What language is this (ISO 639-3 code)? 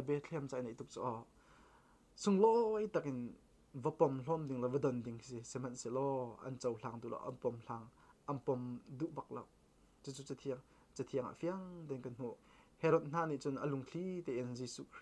cnh